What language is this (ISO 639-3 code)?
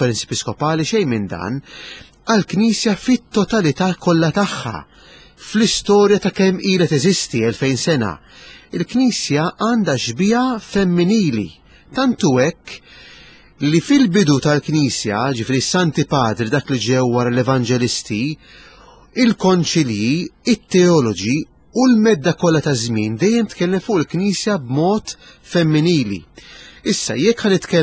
mlt